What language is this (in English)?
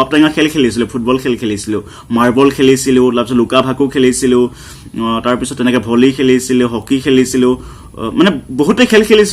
Assamese